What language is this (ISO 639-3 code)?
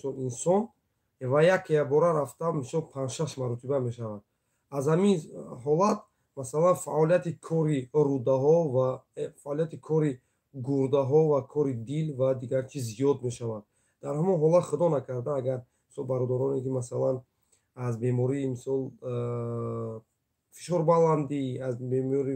tgk